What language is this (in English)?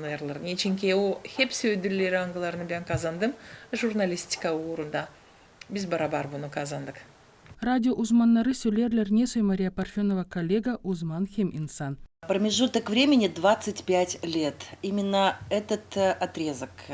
Gagauz